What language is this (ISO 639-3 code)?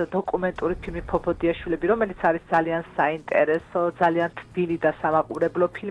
kat